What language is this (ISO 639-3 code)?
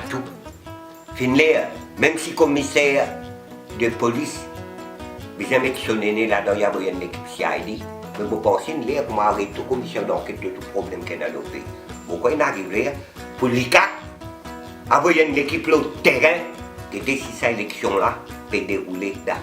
mfe